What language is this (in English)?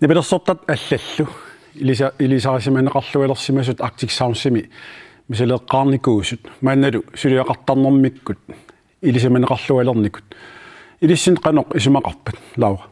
Kalaallisut